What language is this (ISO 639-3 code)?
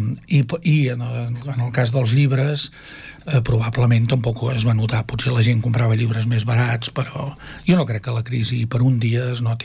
cat